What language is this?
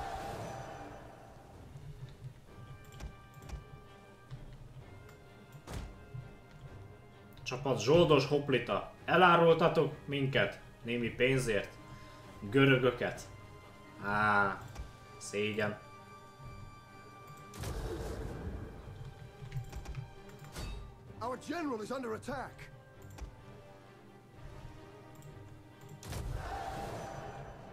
Hungarian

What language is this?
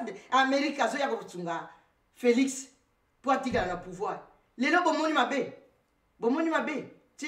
Lingala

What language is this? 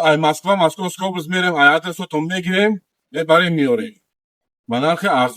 Tajik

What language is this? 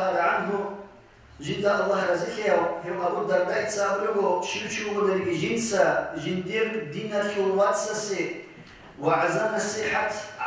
Avaric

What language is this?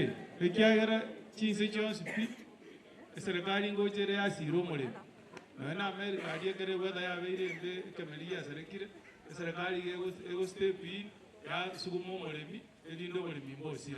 Gusii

